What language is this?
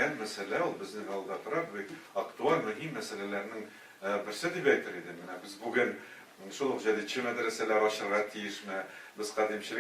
Tatar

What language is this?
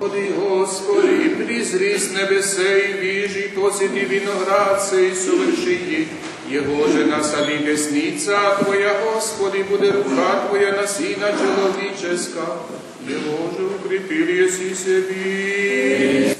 Rusyn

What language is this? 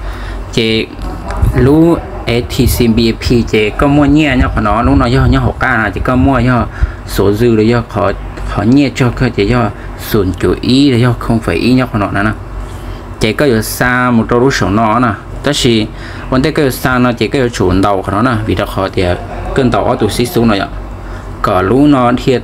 Hmong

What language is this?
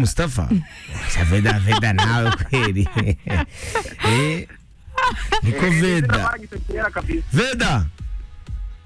Kinyarwanda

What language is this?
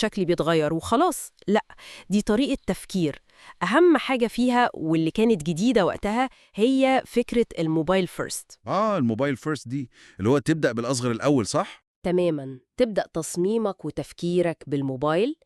Egyptian Arabic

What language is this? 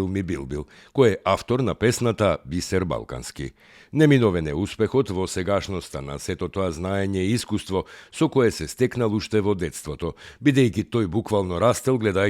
Macedonian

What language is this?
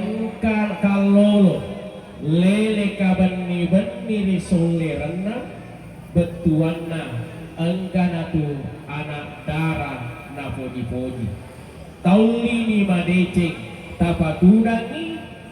Buginese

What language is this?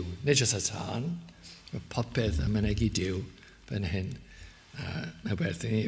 Welsh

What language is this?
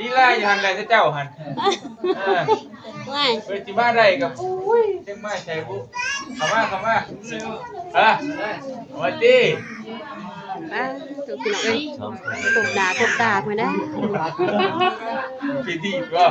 Lao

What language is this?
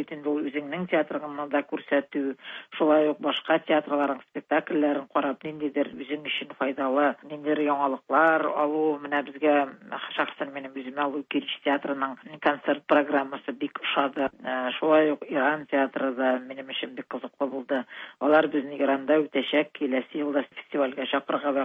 Tatar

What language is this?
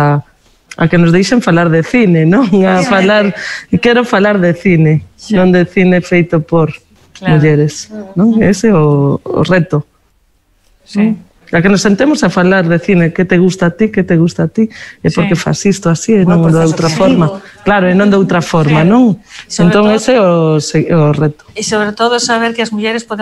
Galician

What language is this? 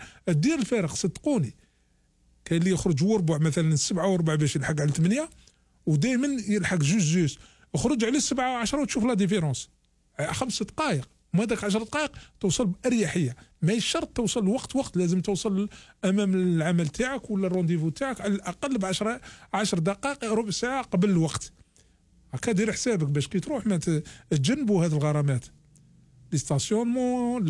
Algerian Arabic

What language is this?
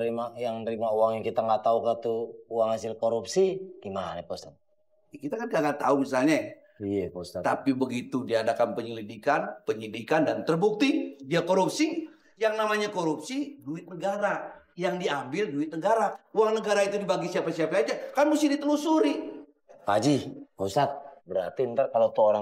Betawi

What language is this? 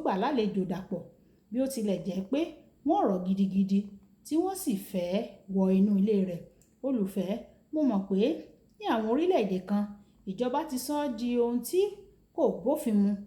Yoruba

